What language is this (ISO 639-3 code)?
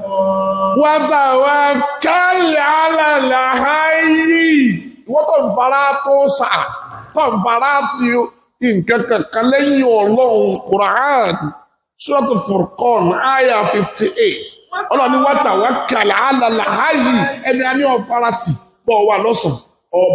yor